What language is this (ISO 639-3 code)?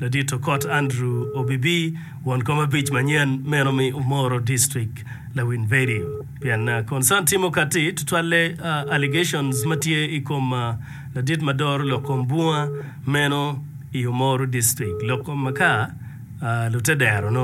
ach